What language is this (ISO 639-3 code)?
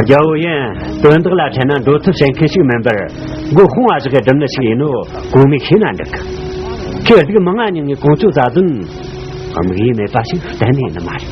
bod